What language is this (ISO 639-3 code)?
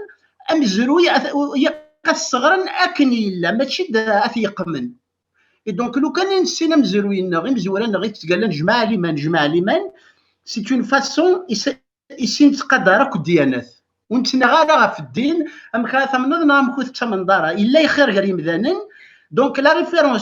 kab